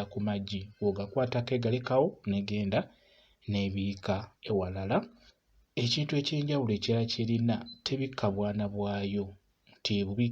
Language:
Ganda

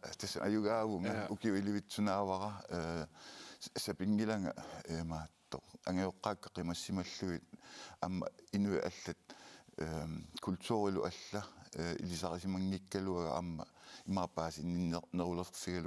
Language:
Kalaallisut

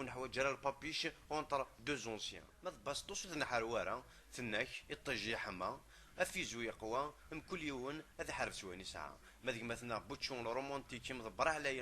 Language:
Kabyle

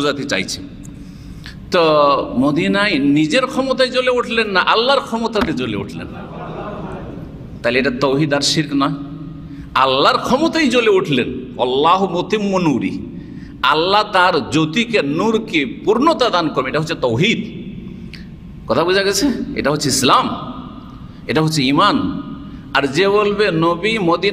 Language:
Bangla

